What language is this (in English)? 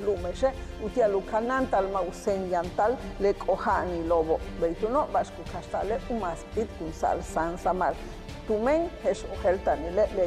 Yucateco